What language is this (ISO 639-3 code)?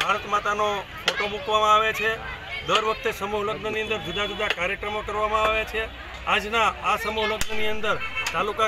guj